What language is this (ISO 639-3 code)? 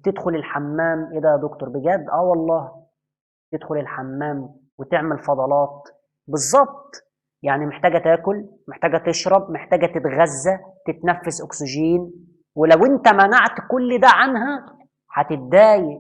arz